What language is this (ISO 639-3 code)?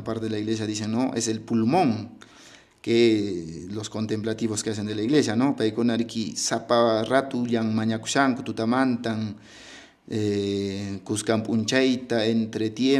que